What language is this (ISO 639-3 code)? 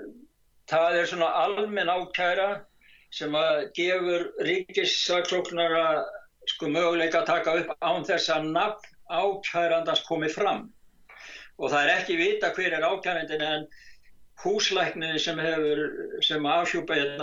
isl